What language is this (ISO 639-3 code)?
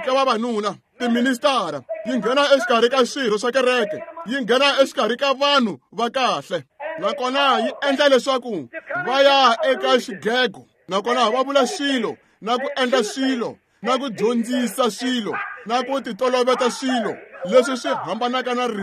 tso